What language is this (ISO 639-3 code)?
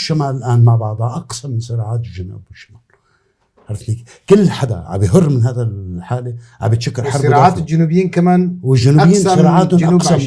apc